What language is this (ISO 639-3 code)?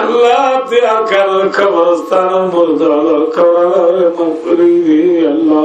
rhg